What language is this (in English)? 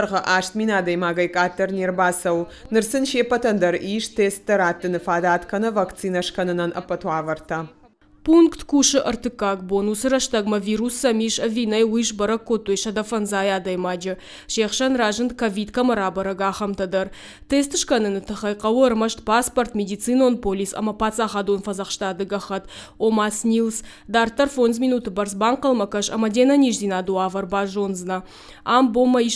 Ossetic